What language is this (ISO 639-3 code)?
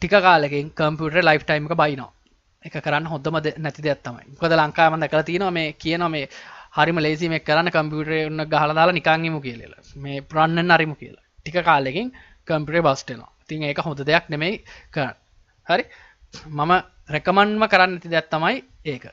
sin